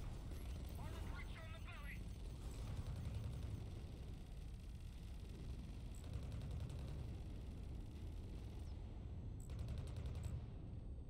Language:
English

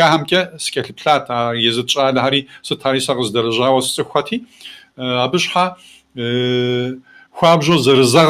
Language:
Kabardian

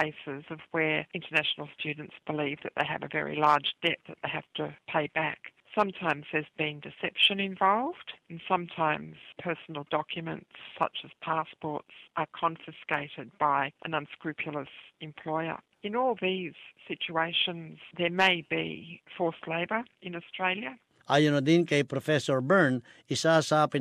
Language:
Filipino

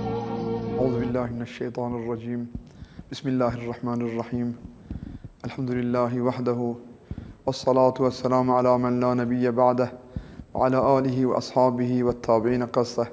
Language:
Kurdish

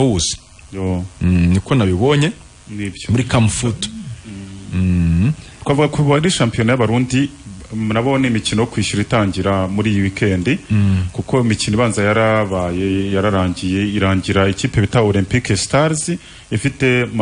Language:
Kinyarwanda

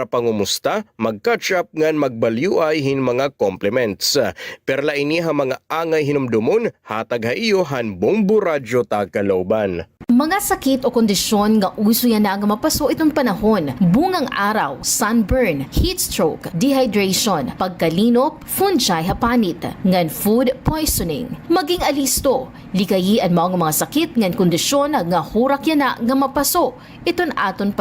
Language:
Waray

